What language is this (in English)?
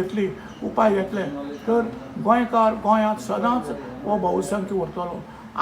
Konkani